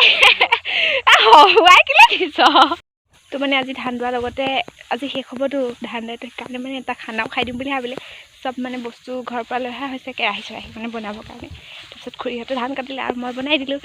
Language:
Assamese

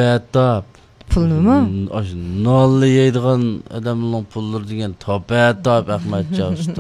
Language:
Uyghur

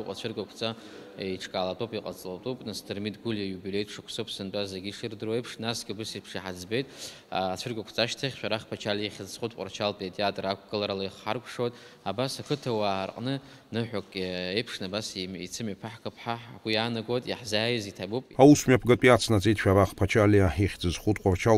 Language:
Abkhazian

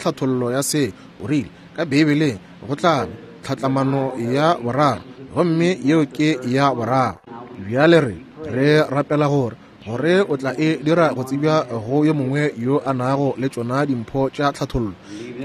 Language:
Northern Sotho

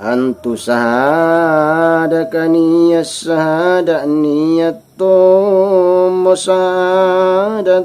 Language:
Makasar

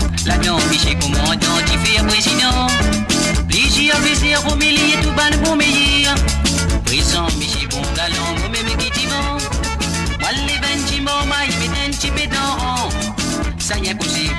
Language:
Morisyen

